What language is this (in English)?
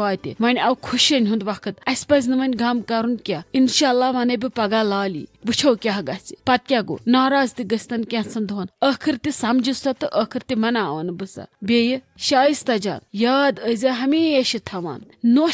Kashmiri